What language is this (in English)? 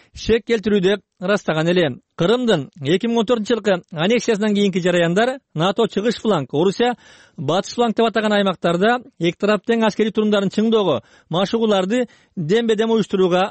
Kyrgyz